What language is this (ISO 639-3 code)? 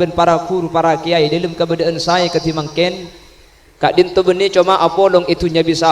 mad